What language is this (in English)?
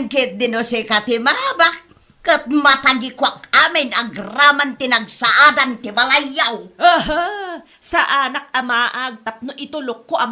Iloko